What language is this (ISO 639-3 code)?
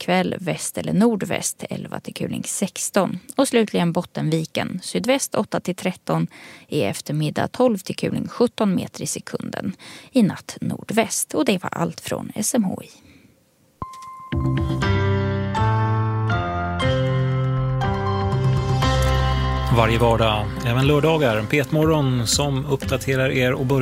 swe